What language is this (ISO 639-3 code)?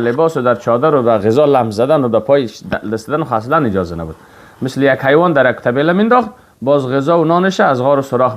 fas